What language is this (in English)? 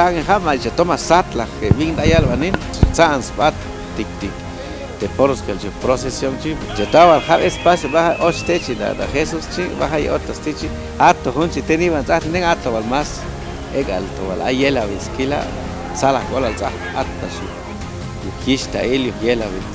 Chuj